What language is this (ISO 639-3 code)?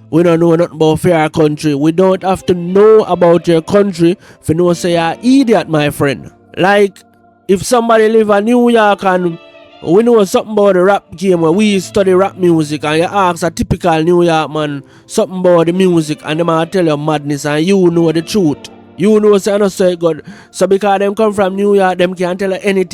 jam